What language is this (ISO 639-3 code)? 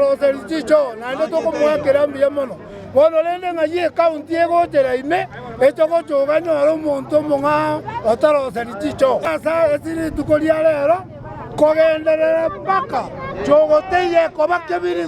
guz